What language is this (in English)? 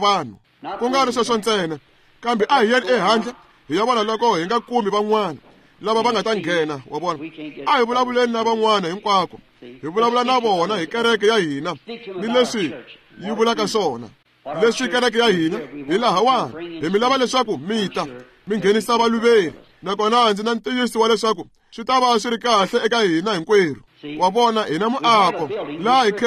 Tsonga